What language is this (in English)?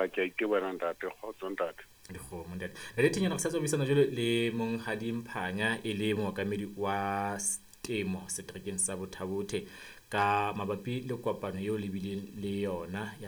Southern Sotho